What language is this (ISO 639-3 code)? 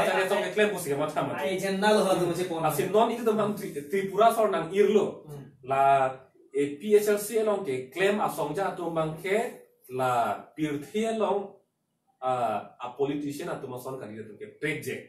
mjw